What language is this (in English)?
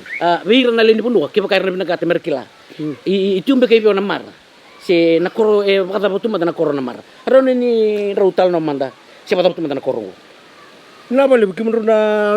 Fijian